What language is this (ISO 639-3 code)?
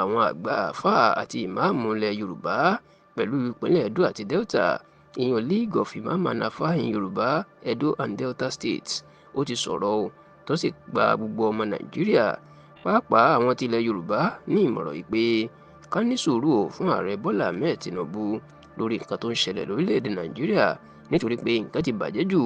yor